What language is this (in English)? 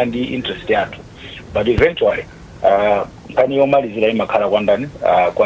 Nyanja